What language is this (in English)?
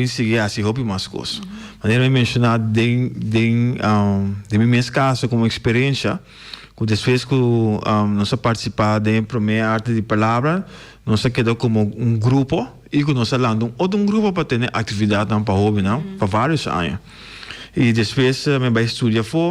Papiamento